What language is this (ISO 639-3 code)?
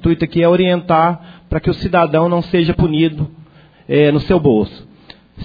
por